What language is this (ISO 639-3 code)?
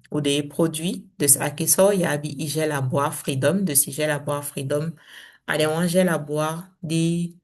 srm